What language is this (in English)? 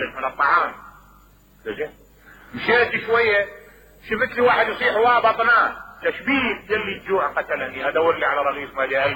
Mesopotamian Arabic